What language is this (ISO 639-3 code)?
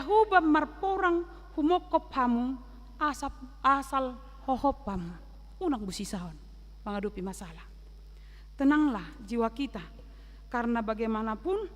bbc